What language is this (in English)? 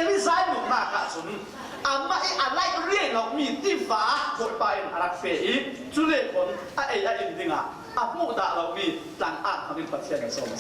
Falam Chin